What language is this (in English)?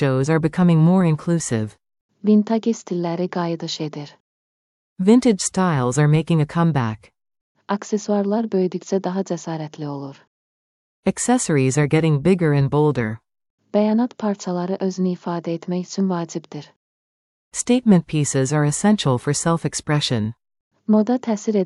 Azerbaijani